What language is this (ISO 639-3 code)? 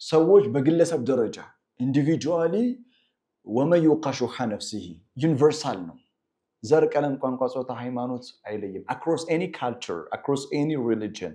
amh